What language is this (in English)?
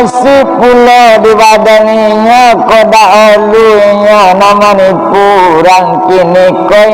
Minangkabau